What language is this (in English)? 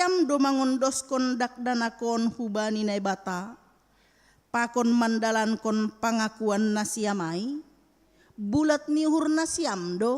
Batak Simalungun